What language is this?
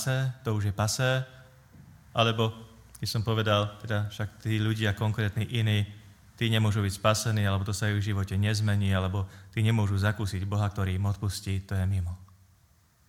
Slovak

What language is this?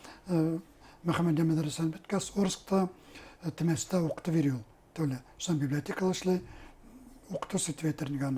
Bashkir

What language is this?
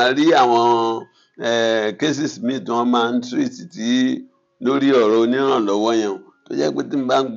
Yoruba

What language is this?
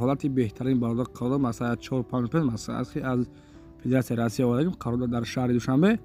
Tajik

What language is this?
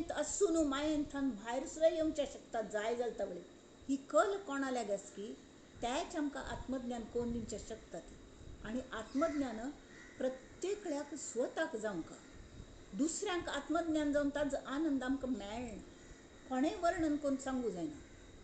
Konkani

